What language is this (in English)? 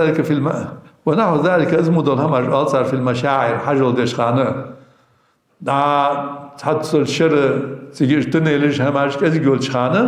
Ingush